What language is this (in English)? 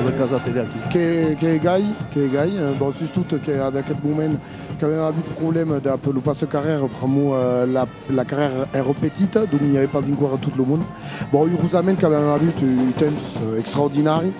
Occitan